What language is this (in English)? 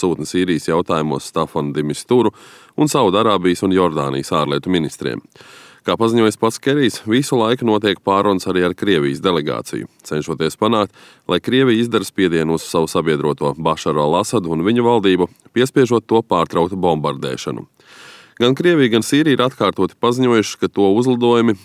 Latvian